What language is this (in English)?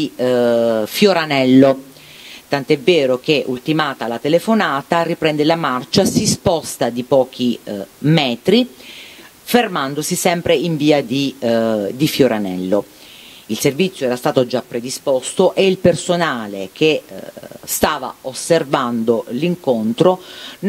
Italian